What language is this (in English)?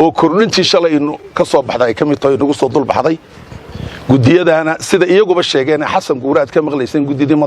Somali